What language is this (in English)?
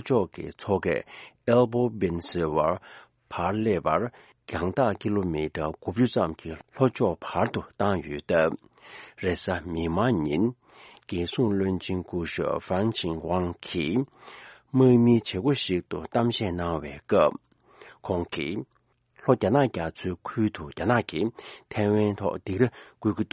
Tibetan